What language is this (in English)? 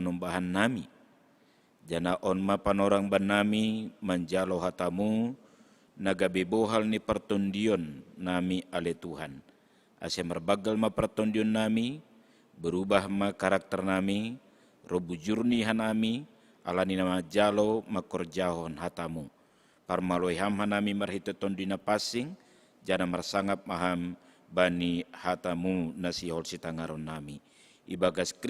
Batak Simalungun